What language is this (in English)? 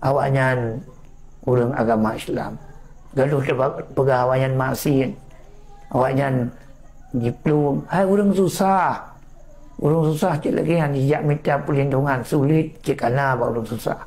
Achinese